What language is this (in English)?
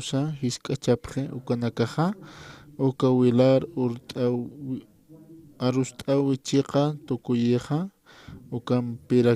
Aymara